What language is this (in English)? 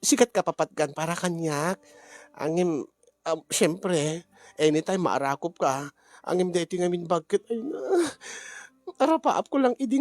Iloko